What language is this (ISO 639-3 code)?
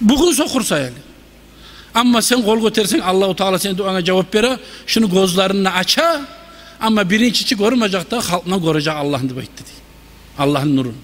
kum